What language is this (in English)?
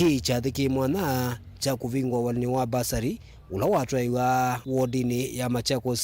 Kamba